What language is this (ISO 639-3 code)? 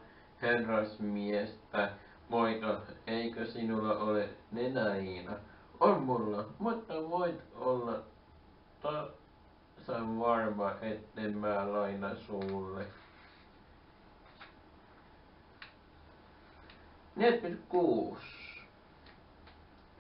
fin